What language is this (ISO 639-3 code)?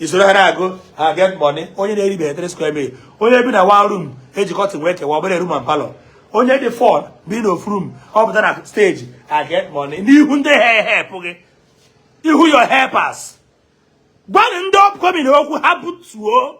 ibo